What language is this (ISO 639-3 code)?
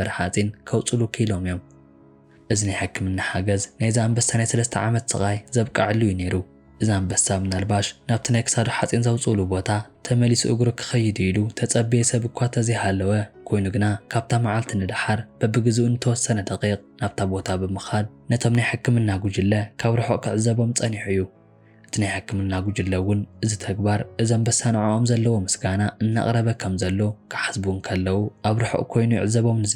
tir